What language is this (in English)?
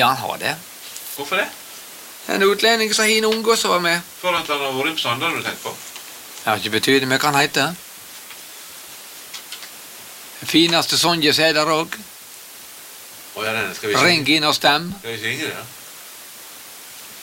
Norwegian